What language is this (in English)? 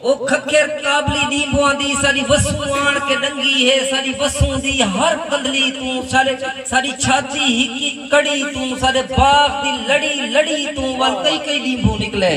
Saraiki